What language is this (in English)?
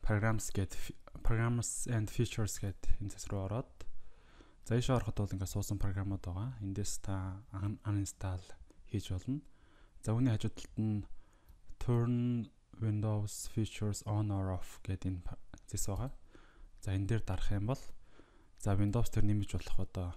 Mongolian